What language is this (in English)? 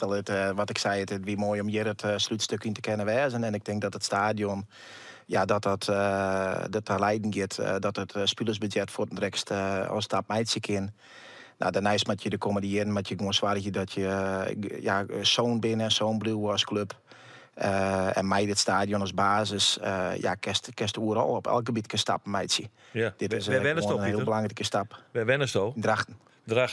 Western Frisian